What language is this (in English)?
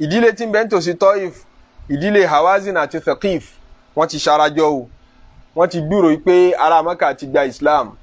Yoruba